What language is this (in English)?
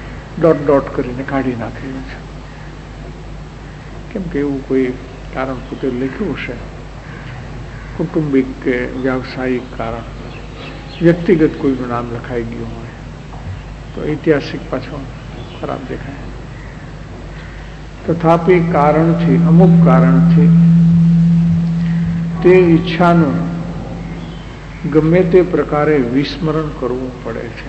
Gujarati